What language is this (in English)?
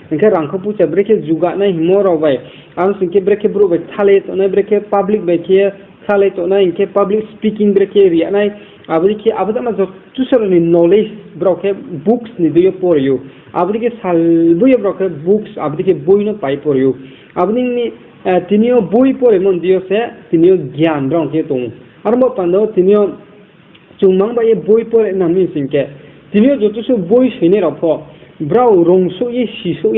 Riang (India)